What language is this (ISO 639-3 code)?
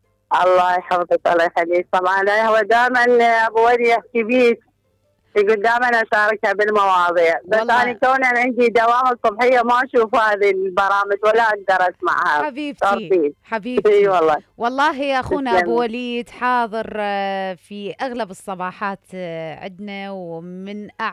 acm